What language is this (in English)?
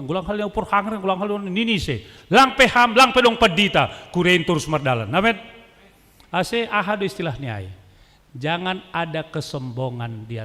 Batak Simalungun